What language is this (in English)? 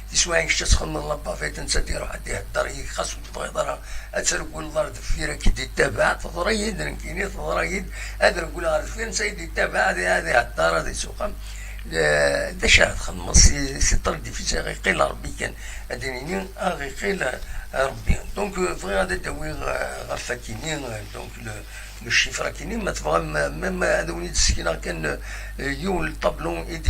Kabyle